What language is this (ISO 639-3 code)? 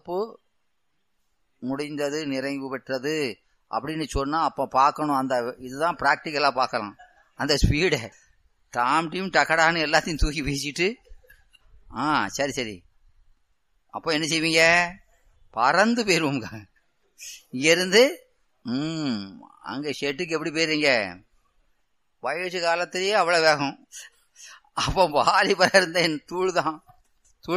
tam